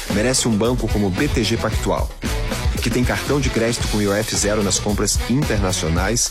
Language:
Portuguese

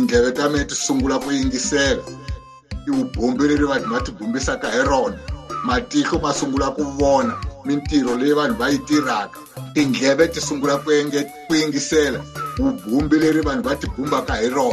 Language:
Tsonga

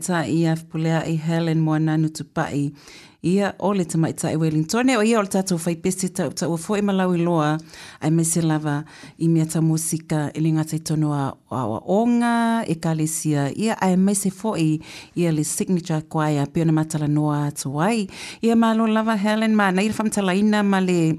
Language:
Samoan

